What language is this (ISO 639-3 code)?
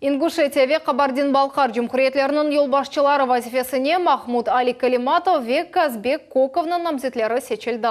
crh